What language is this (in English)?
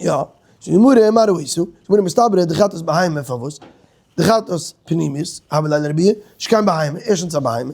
Yiddish